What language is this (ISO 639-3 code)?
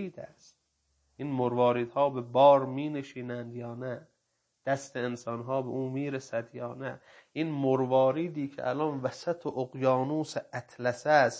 fas